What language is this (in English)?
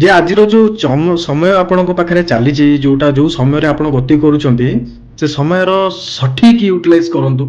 Odia